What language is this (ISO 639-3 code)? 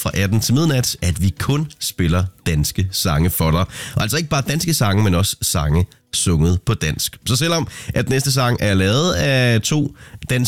dan